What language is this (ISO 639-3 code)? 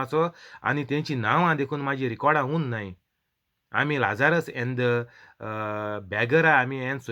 kok